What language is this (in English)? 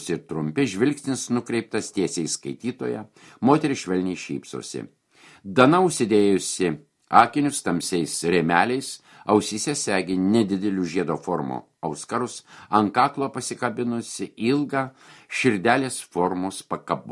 Lithuanian